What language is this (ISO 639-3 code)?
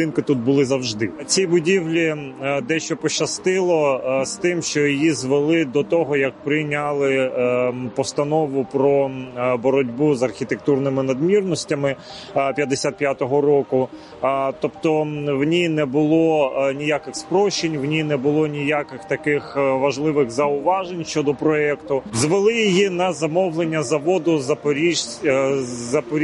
ukr